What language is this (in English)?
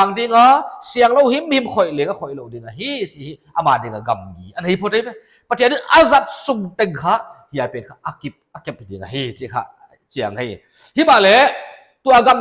Paite Chin